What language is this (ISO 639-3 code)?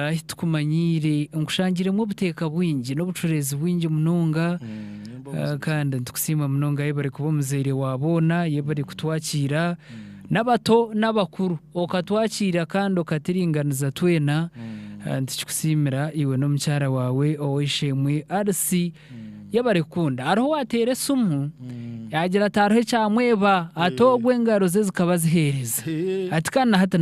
nyn